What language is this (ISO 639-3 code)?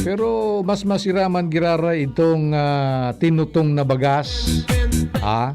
bik